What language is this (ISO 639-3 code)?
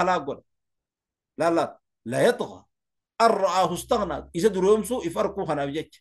orm